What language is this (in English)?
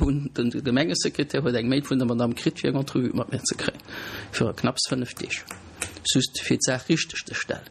Luxembourgish